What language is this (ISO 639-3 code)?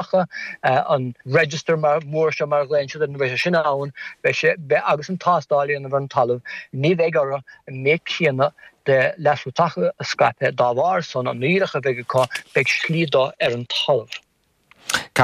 gle